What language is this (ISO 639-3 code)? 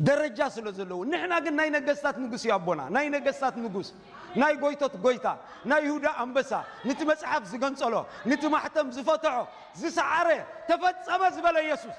tir